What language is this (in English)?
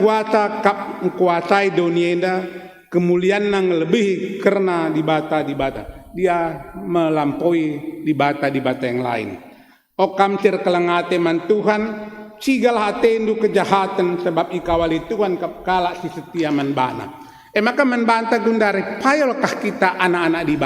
Batak Karo